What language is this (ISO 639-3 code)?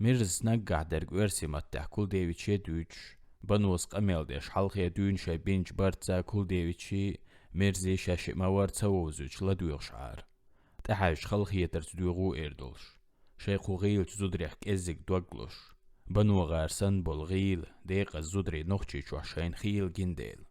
che